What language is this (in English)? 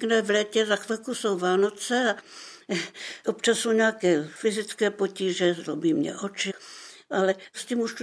Czech